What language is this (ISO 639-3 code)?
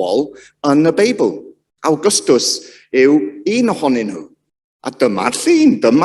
cym